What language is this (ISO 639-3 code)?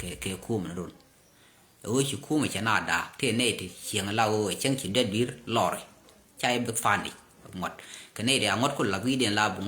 nus